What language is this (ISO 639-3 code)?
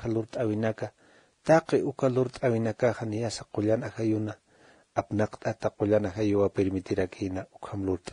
aym